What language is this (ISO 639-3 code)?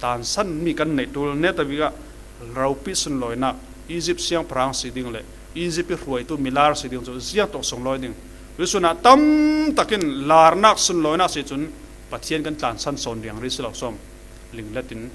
cfm